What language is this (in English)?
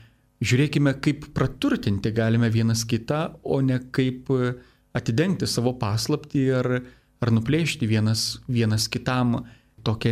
Lithuanian